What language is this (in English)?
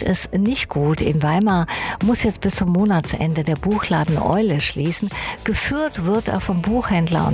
German